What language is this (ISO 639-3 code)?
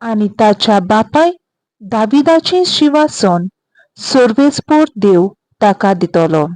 kok